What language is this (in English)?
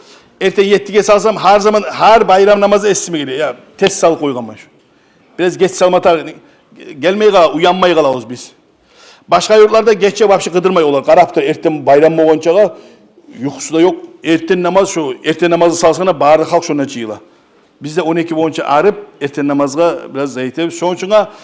Kumyk